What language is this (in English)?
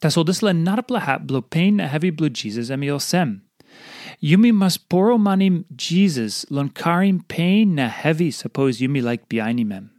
Tok Pisin